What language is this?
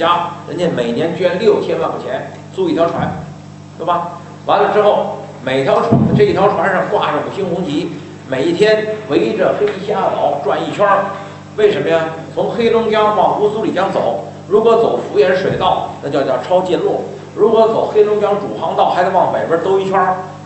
Chinese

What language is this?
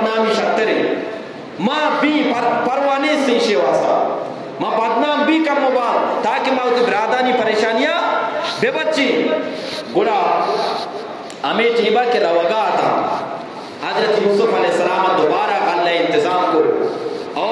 Eastern Balochi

